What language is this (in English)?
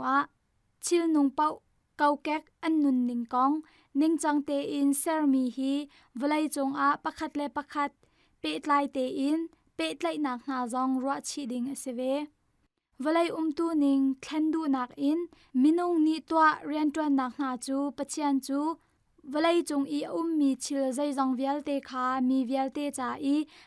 Hakha Chin